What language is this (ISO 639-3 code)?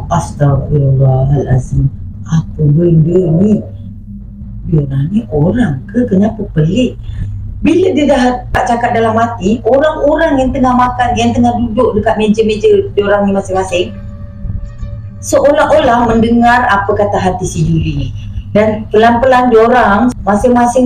msa